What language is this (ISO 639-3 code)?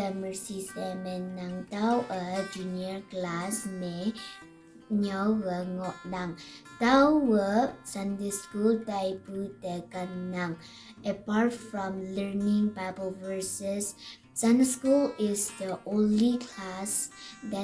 nbe